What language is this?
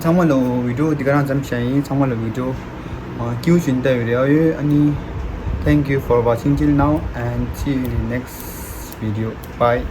Tibetan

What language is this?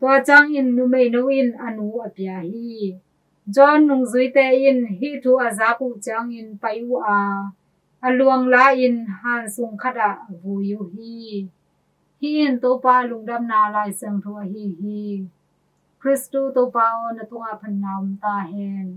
Tedim Chin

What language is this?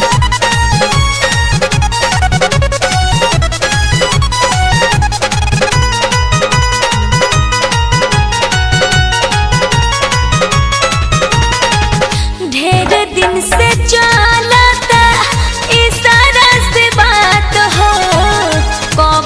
Bhojpuri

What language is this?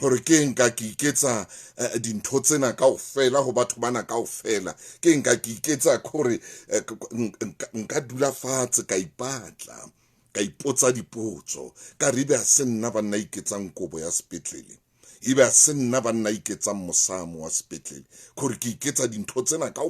Southern Sotho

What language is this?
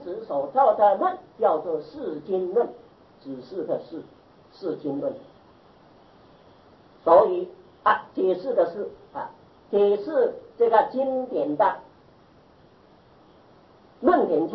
Chinese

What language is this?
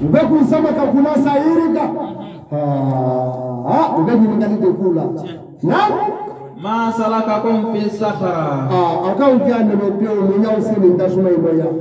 Bambara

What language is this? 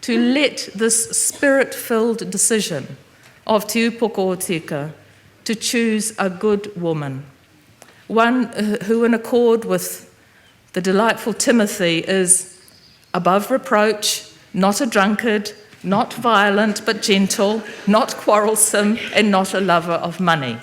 Māori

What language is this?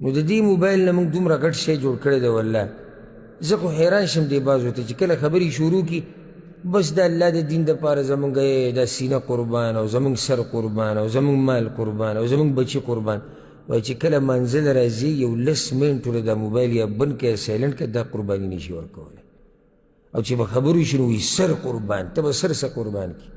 Pashto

